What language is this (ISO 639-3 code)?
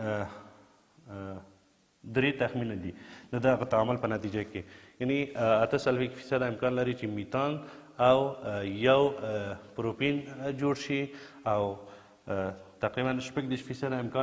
pus